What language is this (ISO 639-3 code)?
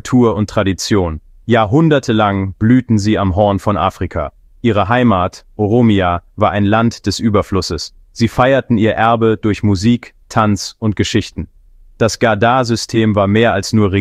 deu